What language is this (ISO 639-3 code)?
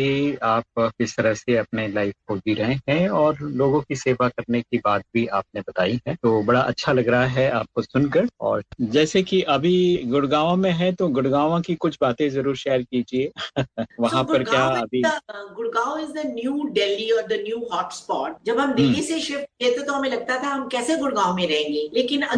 hin